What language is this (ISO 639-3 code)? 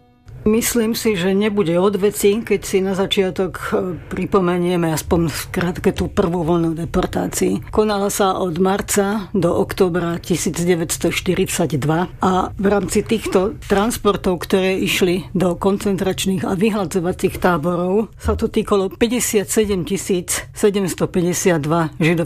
slk